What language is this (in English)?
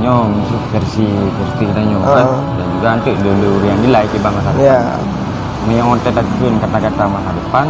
Achinese